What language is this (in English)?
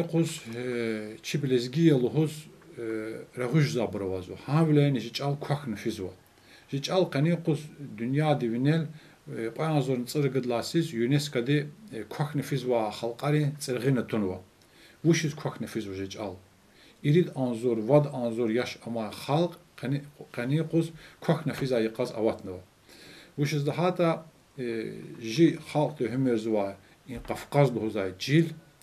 Lezghian